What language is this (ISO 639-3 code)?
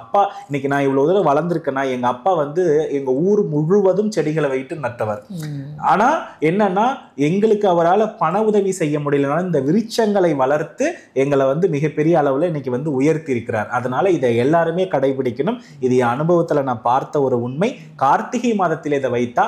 tam